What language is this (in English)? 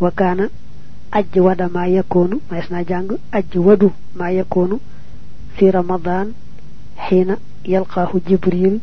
Wolof